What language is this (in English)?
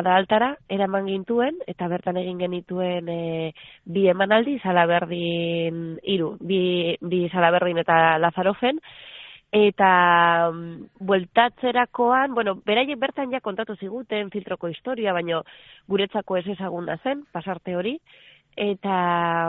Basque